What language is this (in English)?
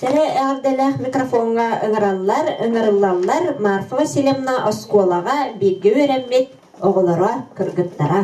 Yakut